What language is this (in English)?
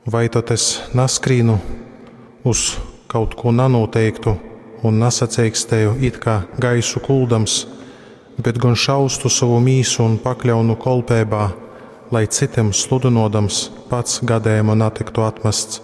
Latgalian